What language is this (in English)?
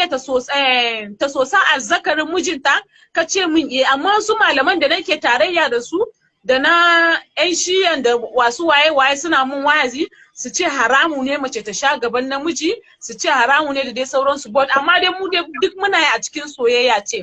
Hausa